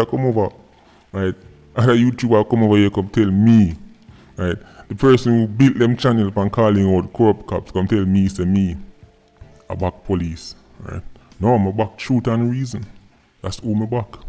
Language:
Jamaican Creole English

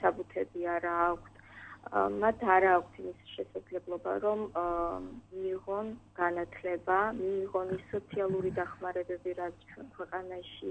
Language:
Georgian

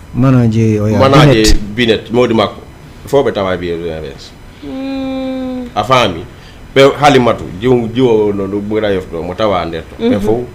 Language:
Fula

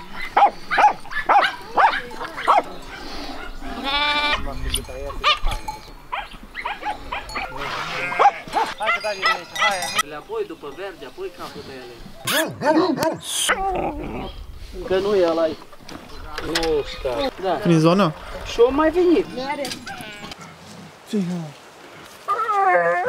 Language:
Romanian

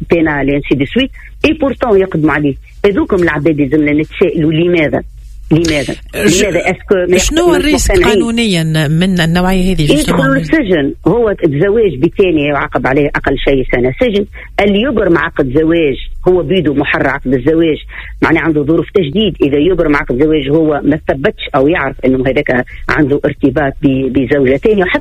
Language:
Tunisian Arabic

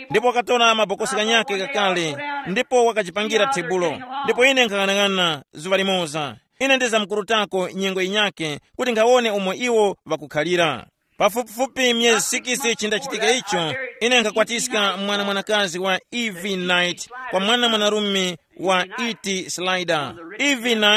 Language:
Tumbuka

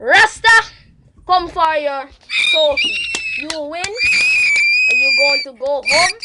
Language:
Jamaican Creole English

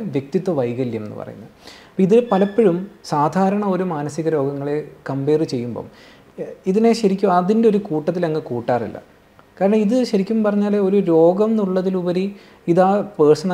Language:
Malayalam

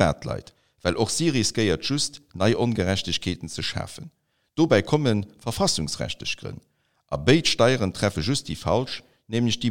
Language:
Luxembourgish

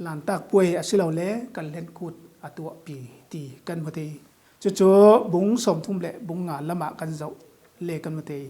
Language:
Falam Chin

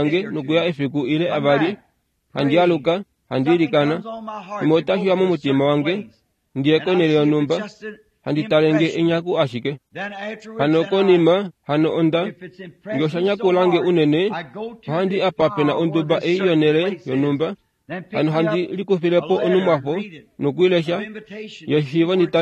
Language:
Kuanyama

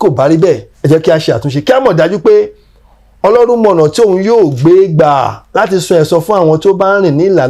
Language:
Yoruba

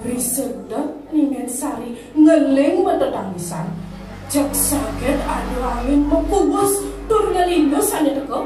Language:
Balinese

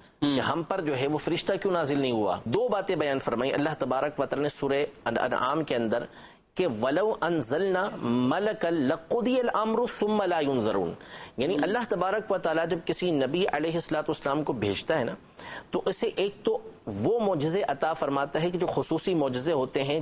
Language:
Urdu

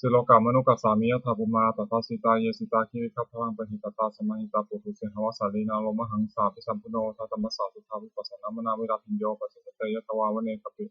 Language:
Pali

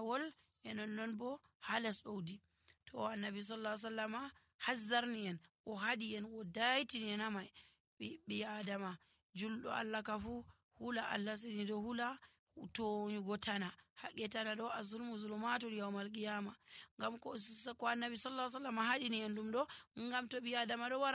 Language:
Nigerian Fulfulde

